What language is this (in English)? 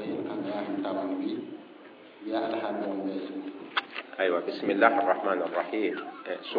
Mossi